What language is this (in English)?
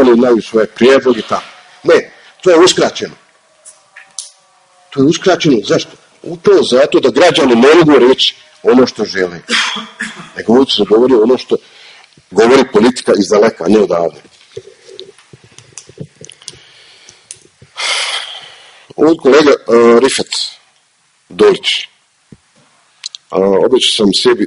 Bosnian